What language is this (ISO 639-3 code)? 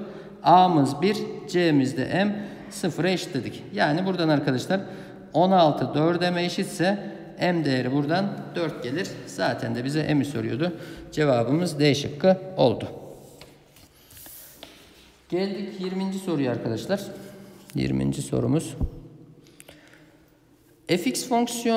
tur